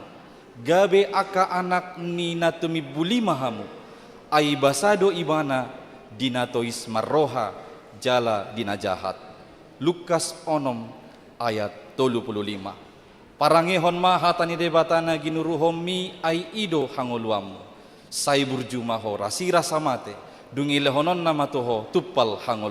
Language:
Batak Toba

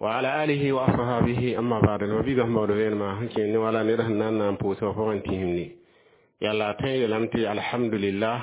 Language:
Mossi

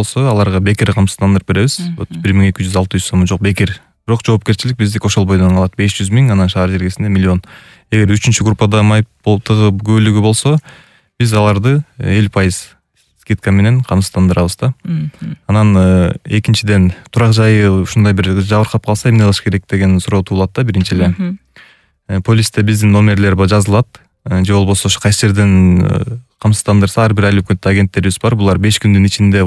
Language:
Kyrgyz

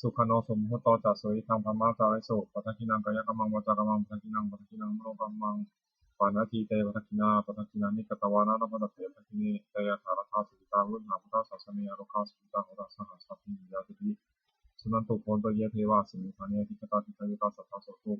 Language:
Pali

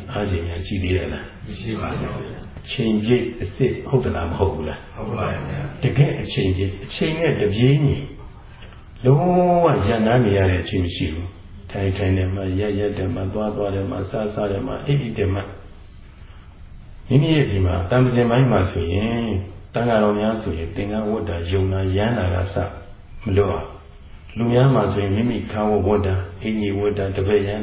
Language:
Burmese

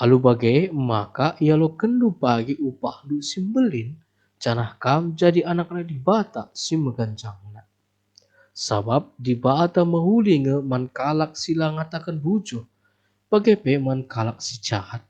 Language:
Batak Karo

